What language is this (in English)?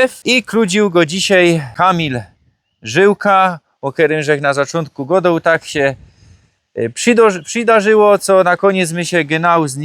Silesian